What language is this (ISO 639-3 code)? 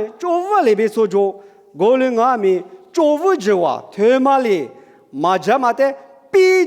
lis